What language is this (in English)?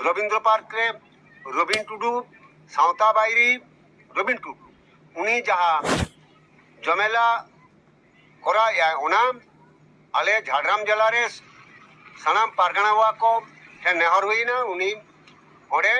Santali